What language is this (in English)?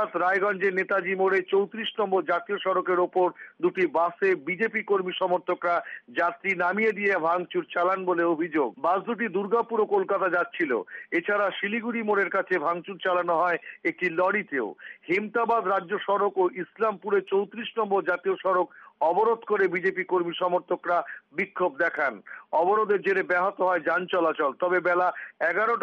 Bangla